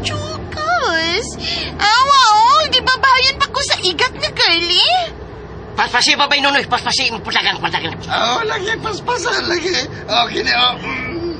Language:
Cebuano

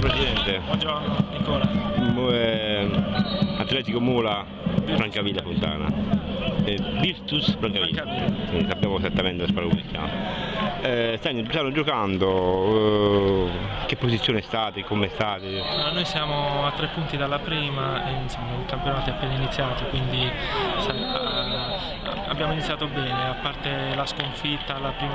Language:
Italian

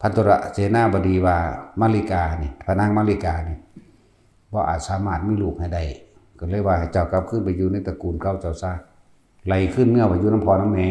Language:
Northeastern Thai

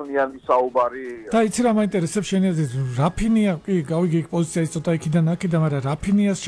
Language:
Georgian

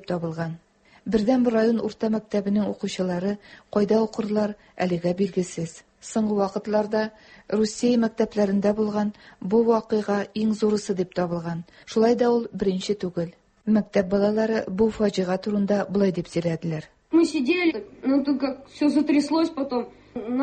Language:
Tatar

